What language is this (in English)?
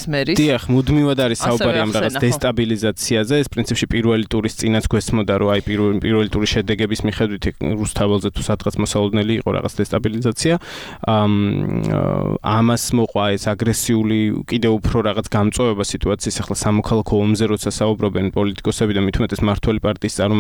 Georgian